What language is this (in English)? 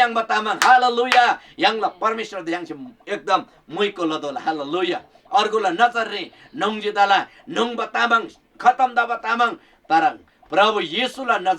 Eastern Tamang